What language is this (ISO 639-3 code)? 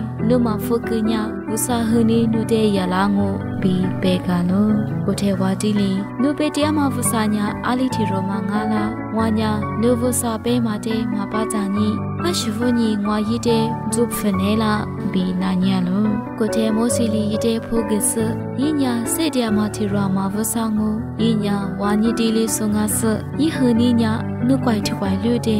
lis